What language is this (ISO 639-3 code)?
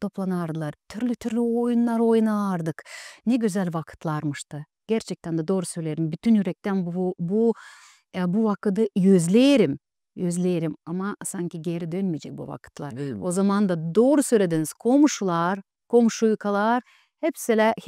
gag